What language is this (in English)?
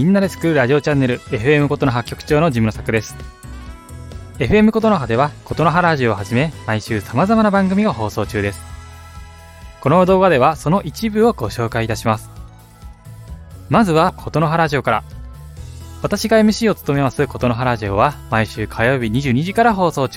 Japanese